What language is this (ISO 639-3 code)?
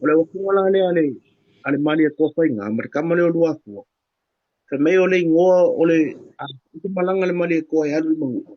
smo